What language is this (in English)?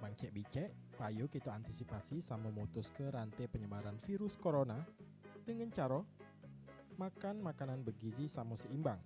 Musi